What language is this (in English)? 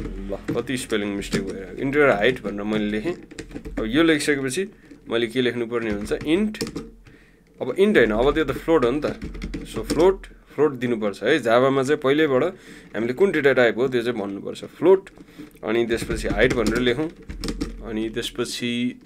Nepali